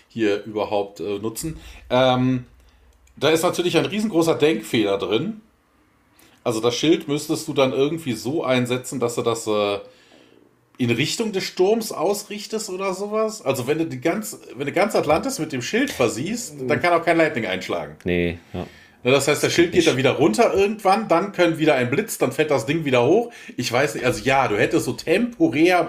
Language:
German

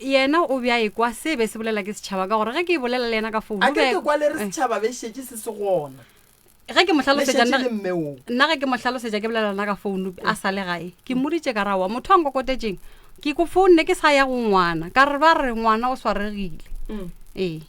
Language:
Northern Sotho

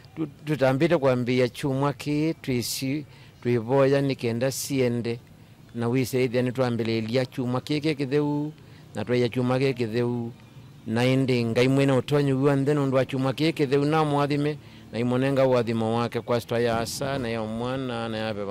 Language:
Kamba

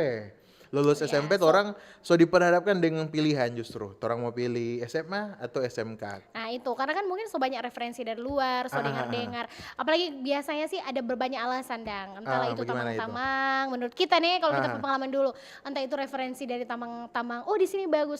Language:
Manado Malay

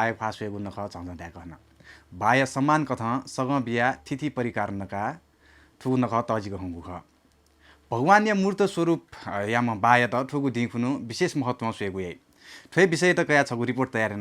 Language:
Newari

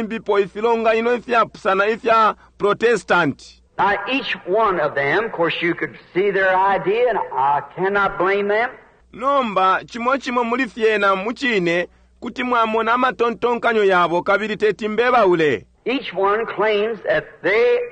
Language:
Bemba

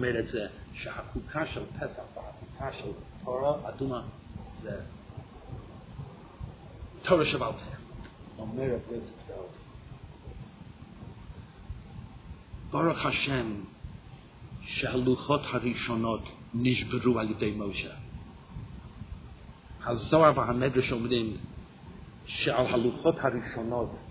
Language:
Hebrew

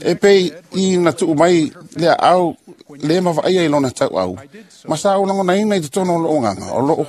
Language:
Samoan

